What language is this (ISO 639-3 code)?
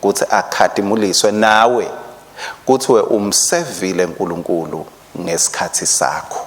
ssw